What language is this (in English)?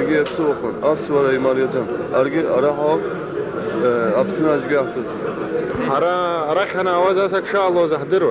Abkhazian